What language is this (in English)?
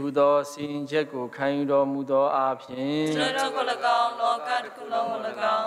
Burmese